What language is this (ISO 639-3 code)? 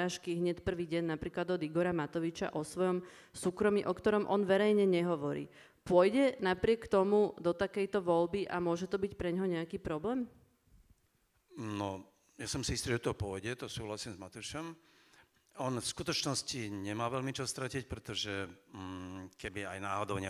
slk